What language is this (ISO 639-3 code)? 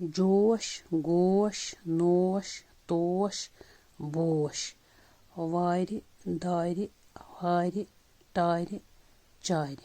kas